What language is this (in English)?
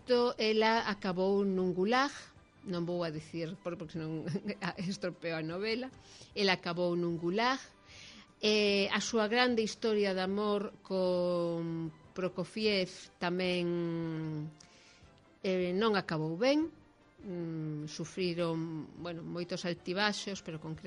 Galician